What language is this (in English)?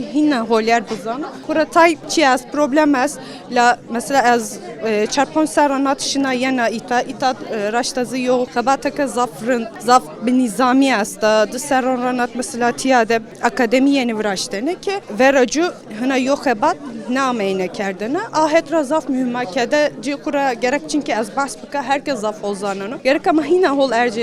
Kurdish